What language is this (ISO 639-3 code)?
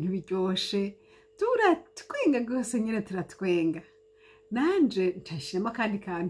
run